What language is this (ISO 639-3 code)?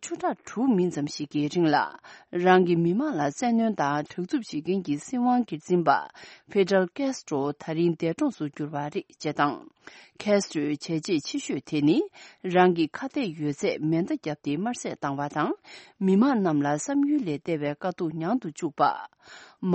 bod